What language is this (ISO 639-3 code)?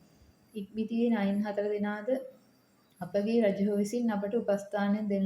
sin